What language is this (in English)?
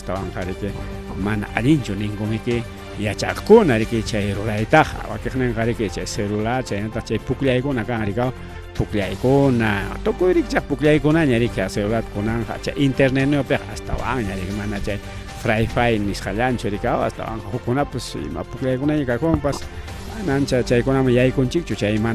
Ayacucho Quechua